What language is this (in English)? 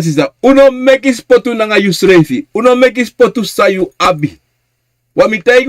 Sranan Tongo